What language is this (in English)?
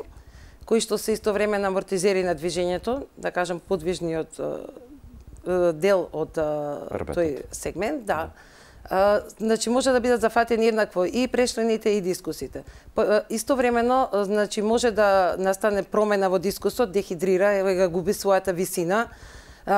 Macedonian